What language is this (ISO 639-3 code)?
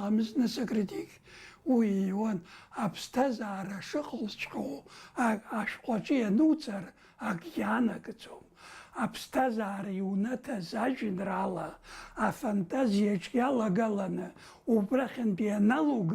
abk